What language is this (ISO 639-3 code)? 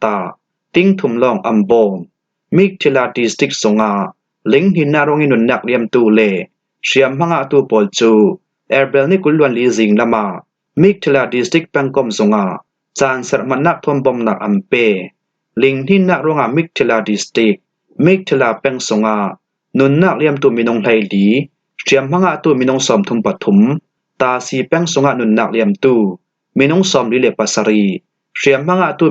cfm